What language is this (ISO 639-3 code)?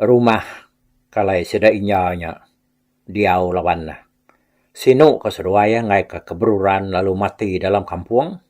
iba